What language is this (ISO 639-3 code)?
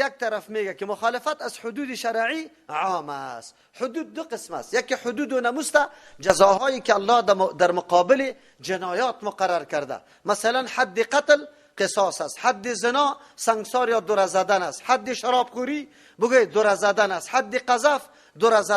fas